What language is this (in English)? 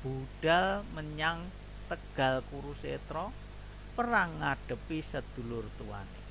Javanese